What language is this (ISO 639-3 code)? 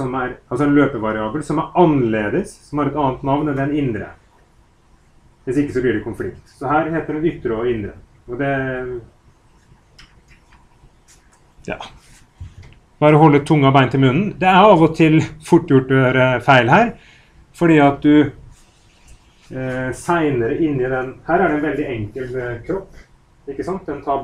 nor